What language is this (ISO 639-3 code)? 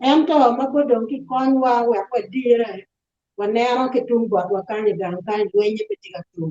ach